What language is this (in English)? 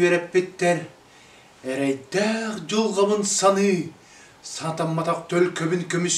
Yakut